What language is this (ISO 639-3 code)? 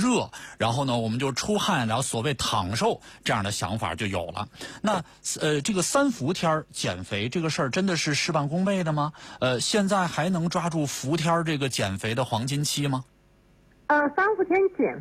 zho